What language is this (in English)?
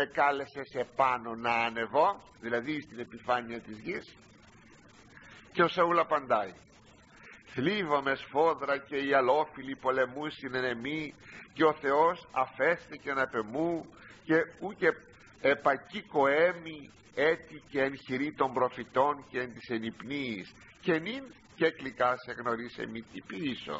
Greek